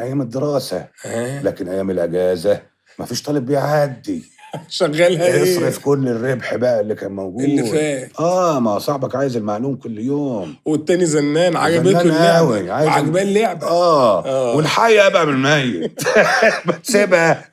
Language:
Egyptian Arabic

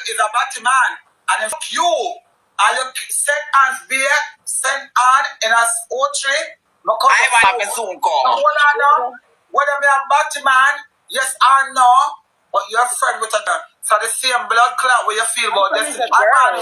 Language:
Jamaican Creole English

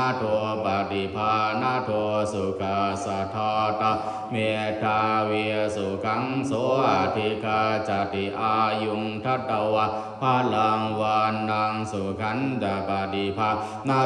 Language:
Pali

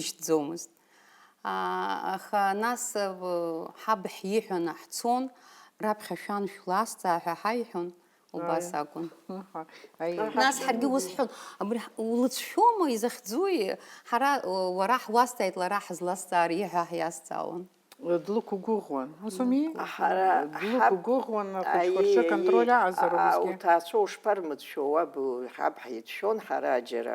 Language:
Abkhazian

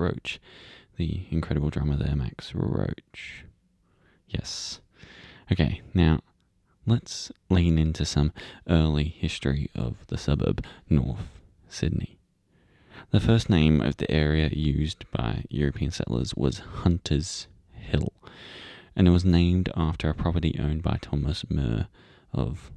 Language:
English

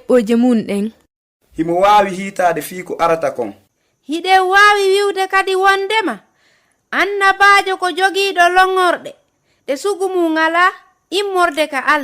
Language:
Fula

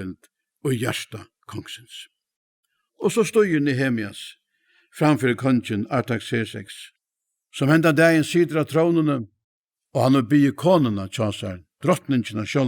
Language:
Faroese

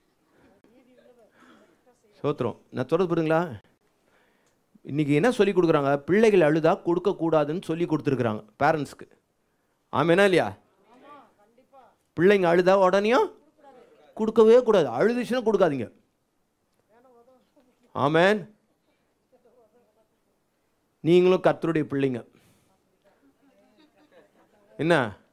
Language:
Tamil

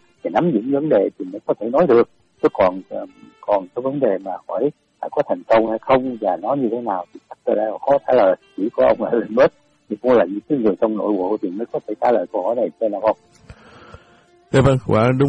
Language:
Vietnamese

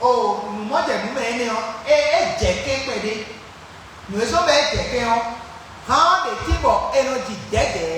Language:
Fon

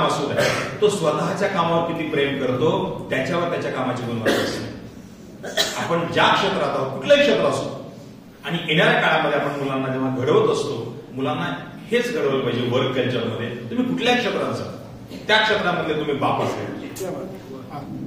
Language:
Marathi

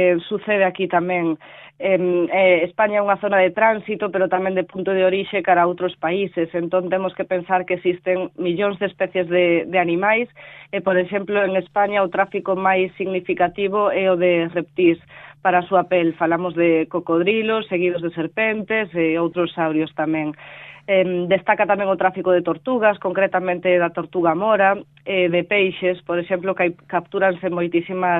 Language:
Galician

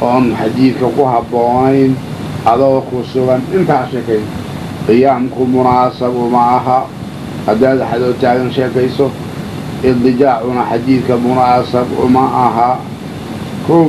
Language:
Somali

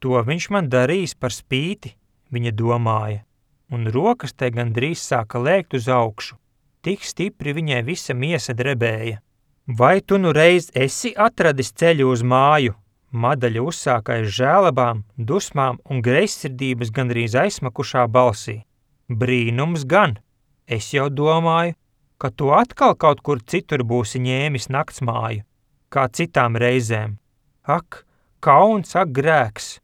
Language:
Latvian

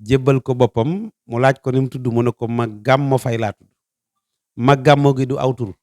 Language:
Wolof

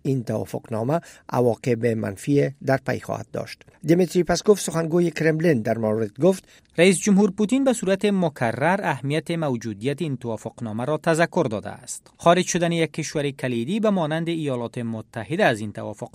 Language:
Persian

